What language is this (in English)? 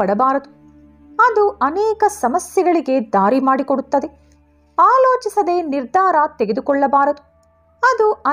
Kannada